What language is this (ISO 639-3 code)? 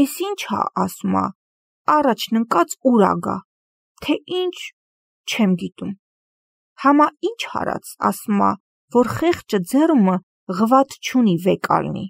hye